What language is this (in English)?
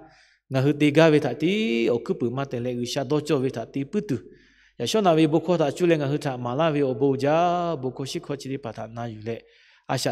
Lahu